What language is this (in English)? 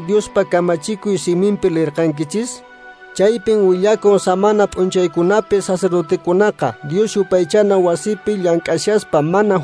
Quechua